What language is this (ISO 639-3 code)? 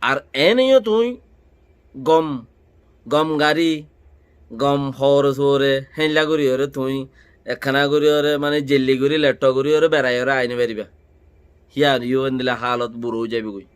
rhg